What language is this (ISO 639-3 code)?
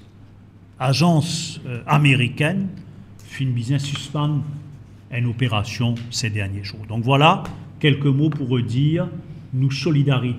mfe